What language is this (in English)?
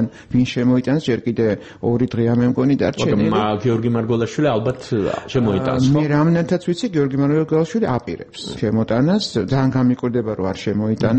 Georgian